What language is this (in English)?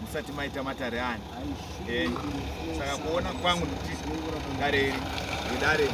Shona